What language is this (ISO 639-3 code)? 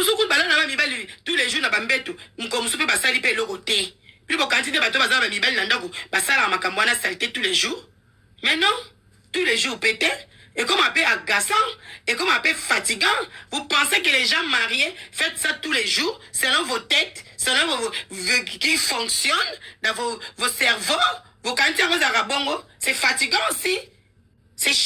lin